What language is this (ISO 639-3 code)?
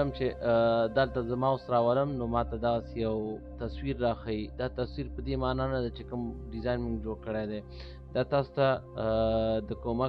pus